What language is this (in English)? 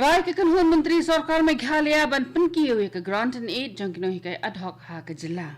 Khasi